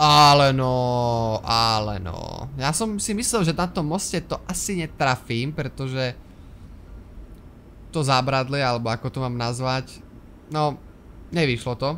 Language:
Slovak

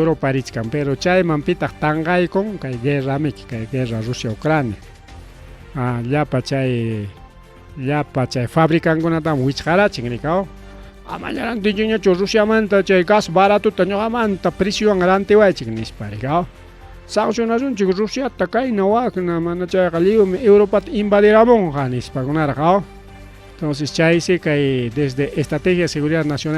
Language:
Ayacucho Quechua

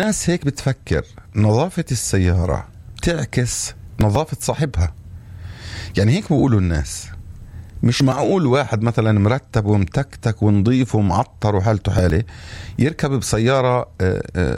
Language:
North Levantine Arabic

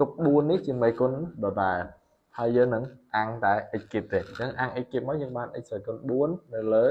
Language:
Khmer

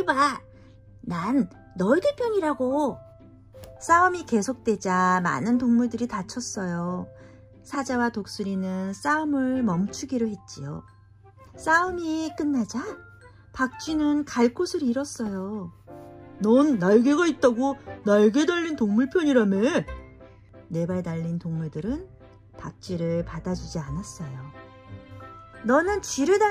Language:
Korean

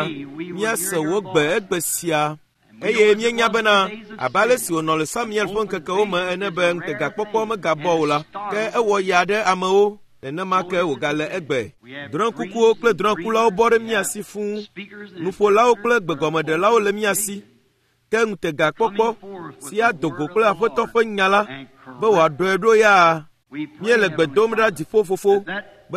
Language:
Ewe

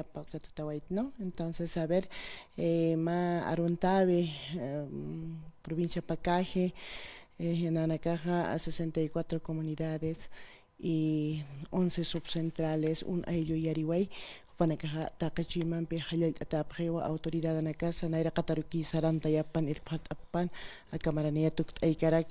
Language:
Aymara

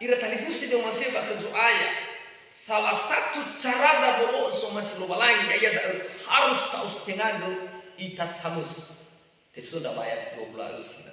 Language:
Nias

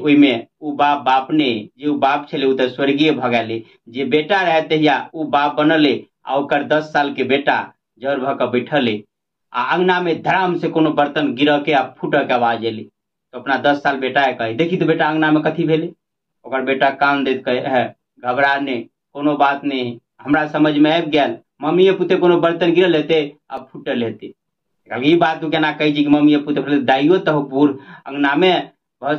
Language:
Maithili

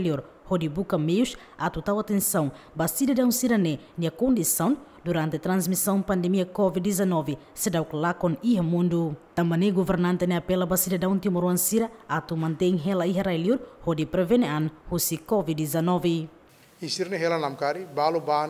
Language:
Tetum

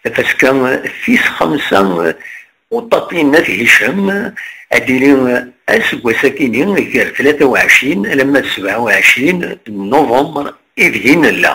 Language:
Kabyle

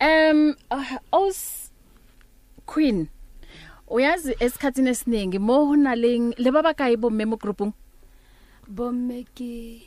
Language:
Southern Sotho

